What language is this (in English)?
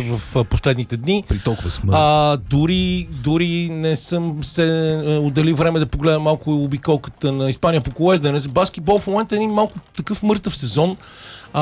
Bulgarian